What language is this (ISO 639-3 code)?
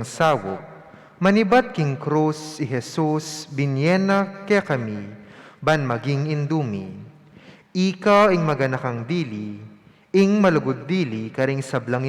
pam